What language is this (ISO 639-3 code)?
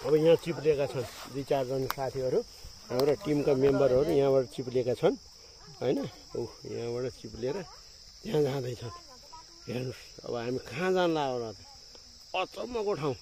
nep